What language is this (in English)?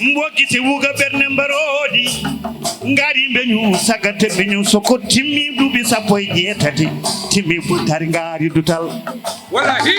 Fula